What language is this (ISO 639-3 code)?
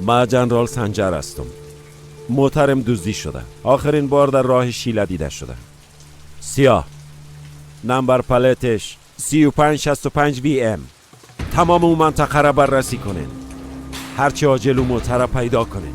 fas